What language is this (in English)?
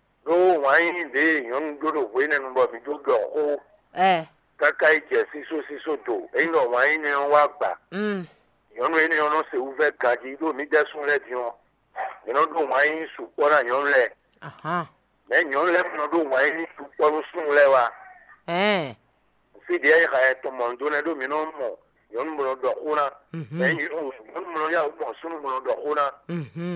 Fon